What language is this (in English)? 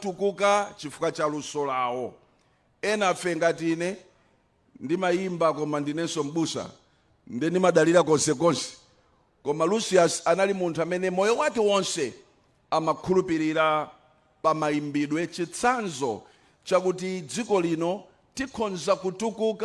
Nyanja